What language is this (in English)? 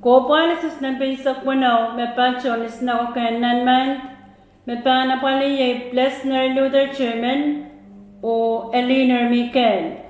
Pohnpeian